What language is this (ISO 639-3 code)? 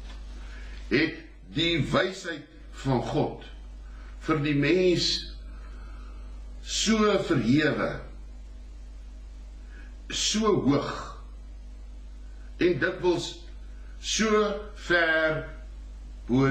afr